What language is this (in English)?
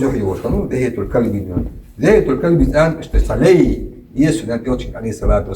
Ingush